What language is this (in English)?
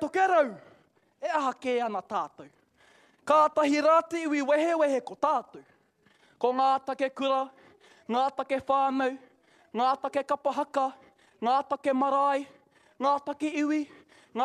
Māori